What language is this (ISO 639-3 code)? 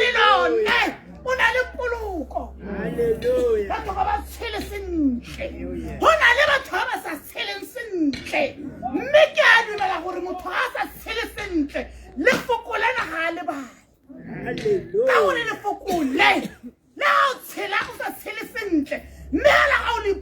tsn